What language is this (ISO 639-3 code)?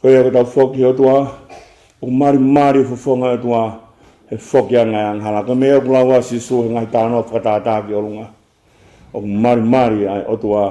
ton